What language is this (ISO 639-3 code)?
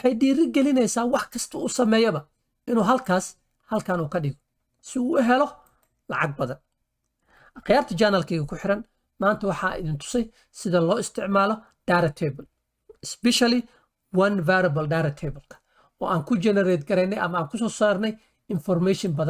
som